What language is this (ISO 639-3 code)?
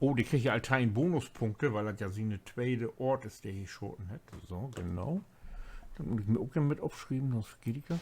nds